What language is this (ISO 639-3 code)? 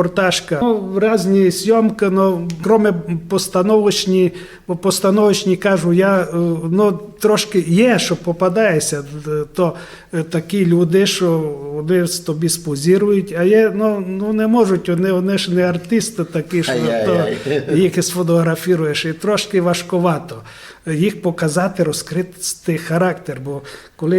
rue